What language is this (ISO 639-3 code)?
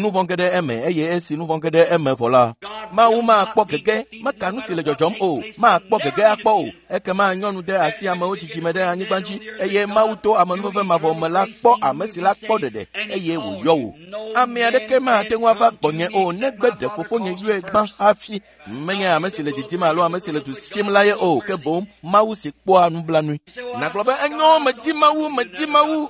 ewe